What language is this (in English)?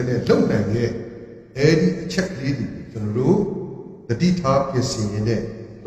Burmese